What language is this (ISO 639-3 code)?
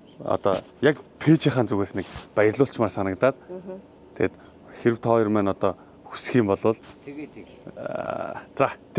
mon